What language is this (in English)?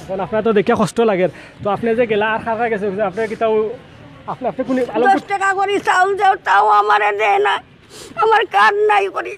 Sylheti